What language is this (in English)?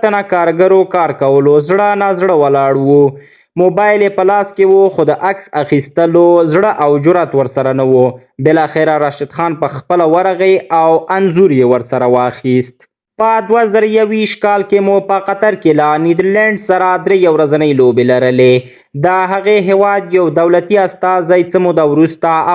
Pashto